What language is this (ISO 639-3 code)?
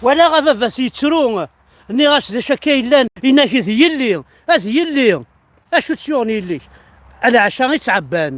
kab